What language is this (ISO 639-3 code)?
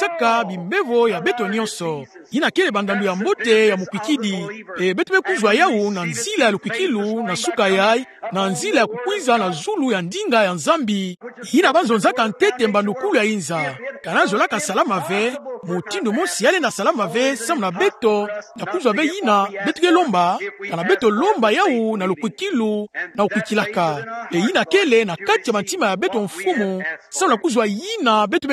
ktu